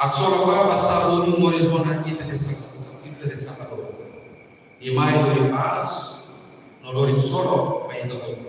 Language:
Tetum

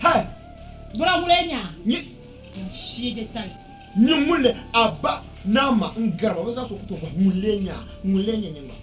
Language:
Dagbani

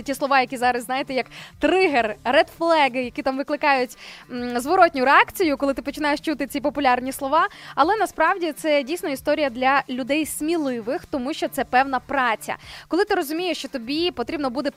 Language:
Ukrainian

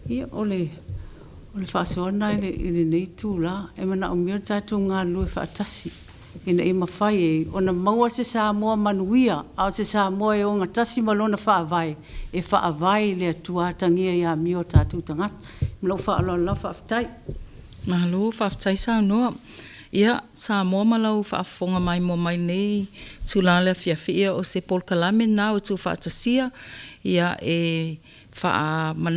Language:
Samoan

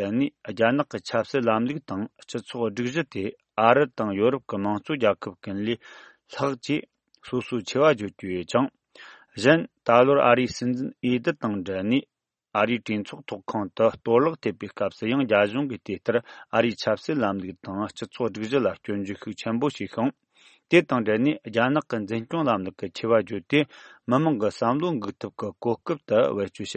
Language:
Tibetan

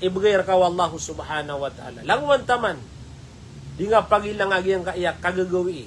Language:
Maranao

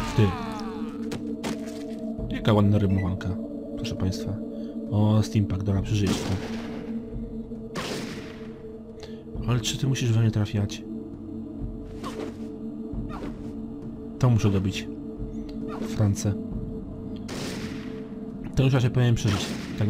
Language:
Polish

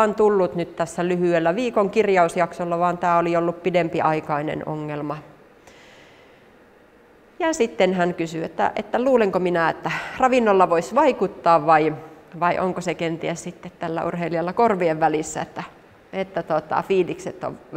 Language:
Finnish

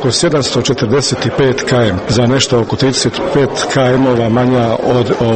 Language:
Croatian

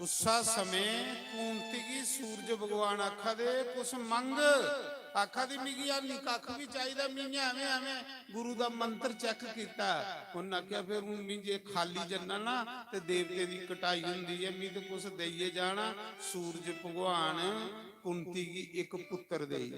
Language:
Dogri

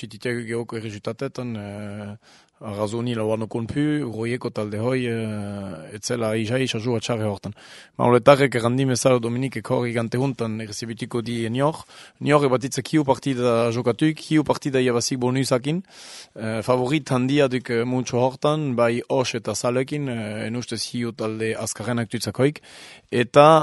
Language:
Basque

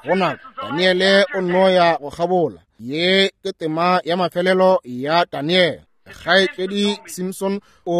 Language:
Northern Sotho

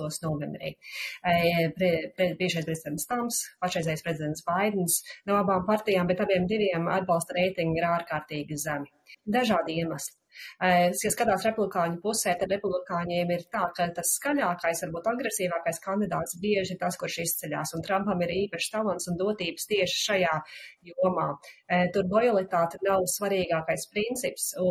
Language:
Latvian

